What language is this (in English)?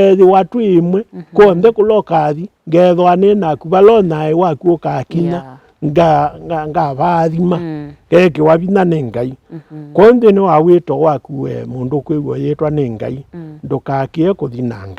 Kamba